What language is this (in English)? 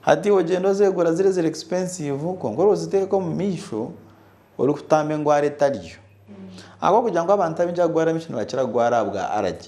Nyankole